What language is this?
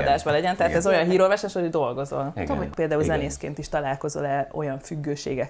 Hungarian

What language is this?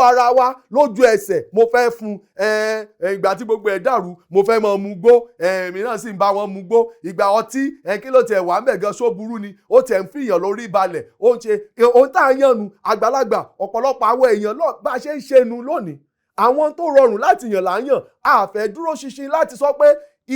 Yoruba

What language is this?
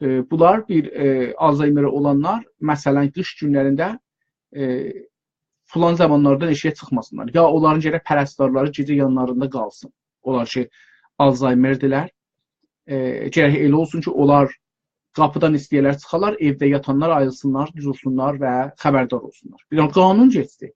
South Azerbaijani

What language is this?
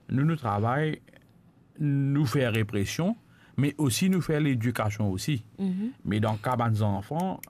Morisyen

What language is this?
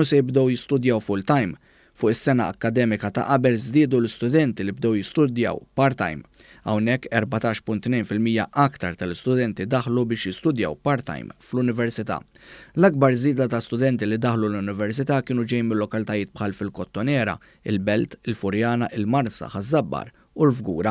Maltese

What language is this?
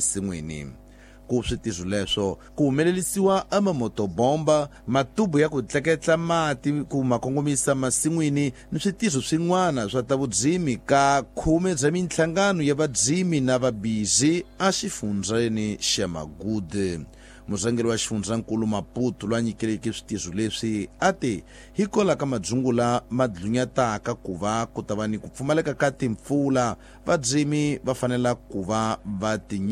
Tsonga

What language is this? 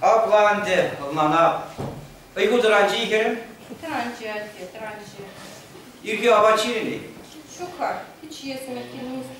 Chuvash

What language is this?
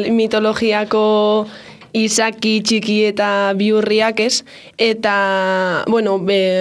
Basque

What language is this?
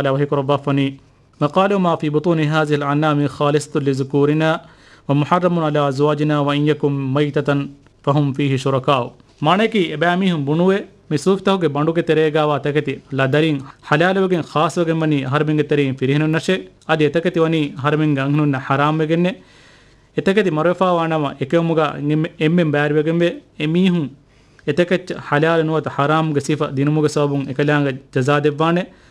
Divehi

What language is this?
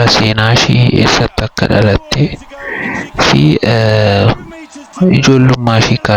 Oromo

